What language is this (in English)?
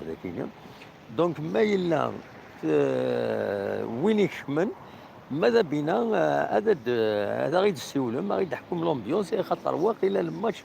Kabyle